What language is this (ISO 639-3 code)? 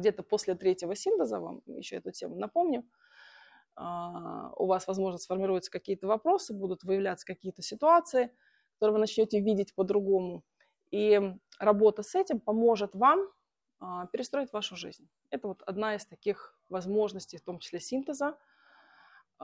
rus